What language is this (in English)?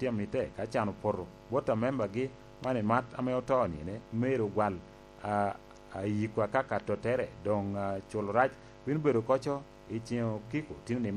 Lango (Uganda)